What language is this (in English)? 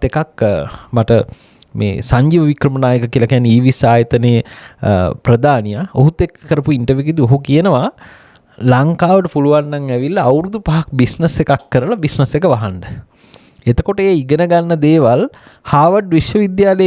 Sinhala